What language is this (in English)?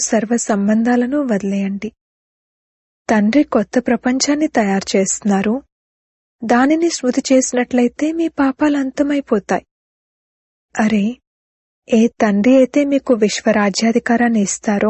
Telugu